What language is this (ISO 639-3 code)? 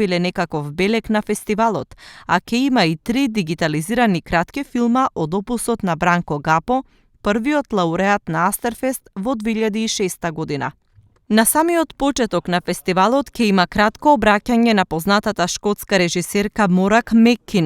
mkd